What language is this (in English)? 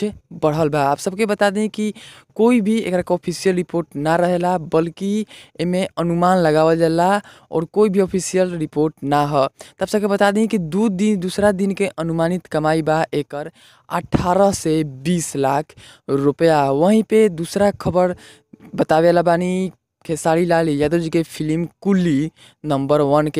Bhojpuri